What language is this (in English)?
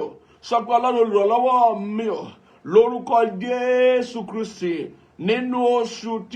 Yoruba